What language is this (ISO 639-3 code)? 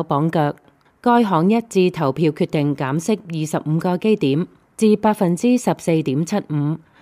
yue